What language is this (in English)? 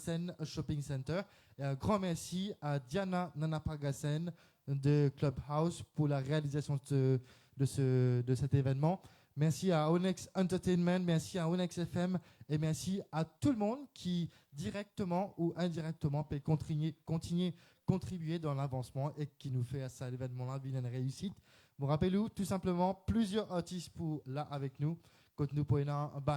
Morisyen